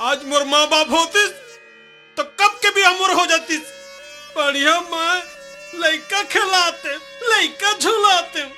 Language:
Chhattisgarhi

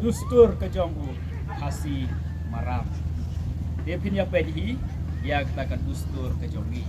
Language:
Khasi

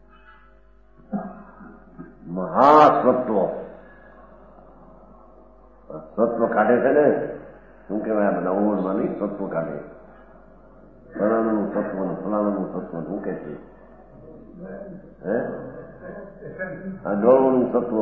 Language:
Gujarati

